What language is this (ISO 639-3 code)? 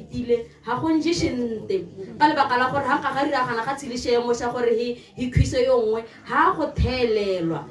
tsn